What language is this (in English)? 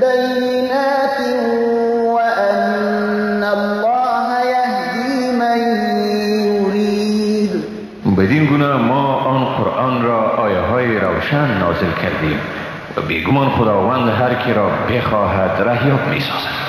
Persian